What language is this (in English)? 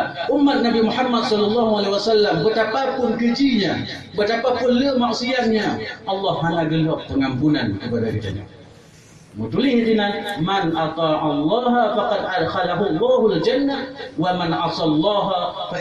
Achinese